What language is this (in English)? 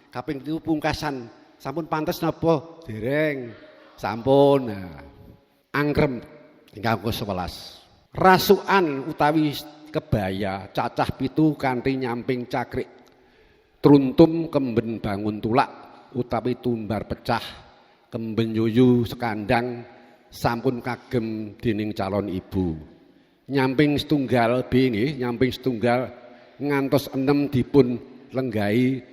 Javanese